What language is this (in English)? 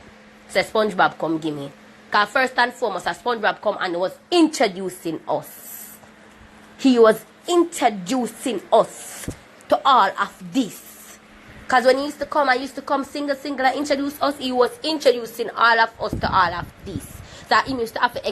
Jamaican Creole English